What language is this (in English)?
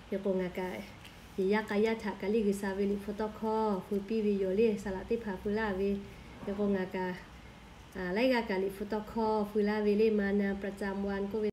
Lahu